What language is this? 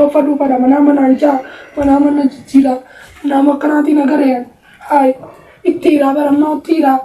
Oromo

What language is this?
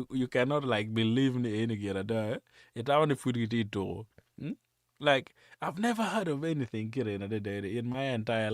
Acoli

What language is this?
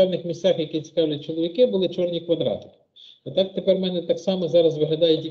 Ukrainian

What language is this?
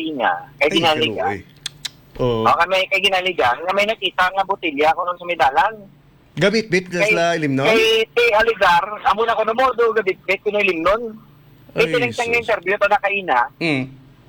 Hiligaynon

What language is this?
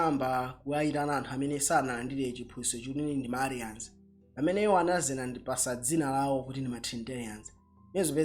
Nyanja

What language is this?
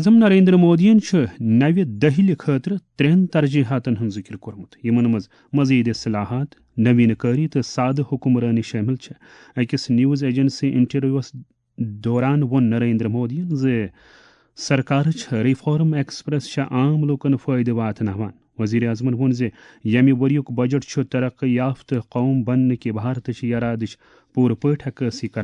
Kashmiri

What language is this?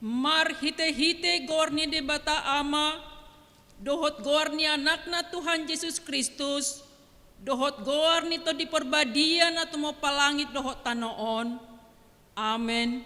Batak Toba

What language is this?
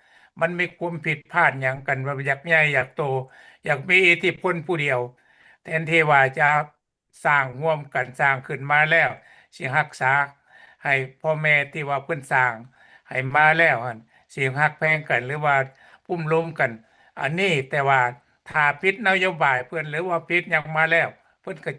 Lao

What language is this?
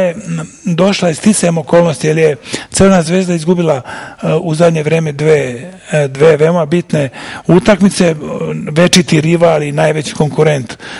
Serbian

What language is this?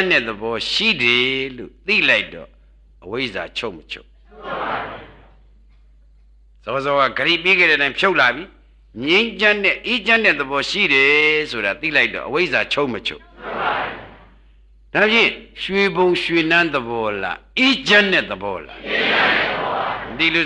Burmese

